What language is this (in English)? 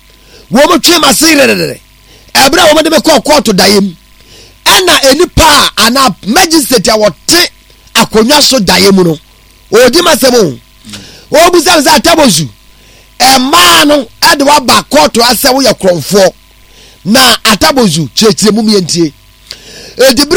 Akan